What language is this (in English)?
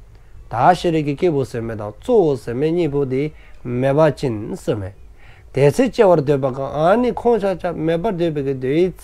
Dzongkha